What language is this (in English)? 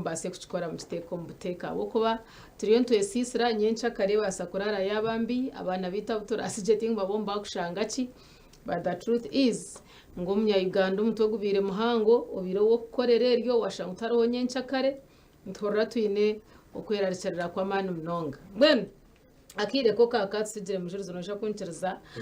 Nyankole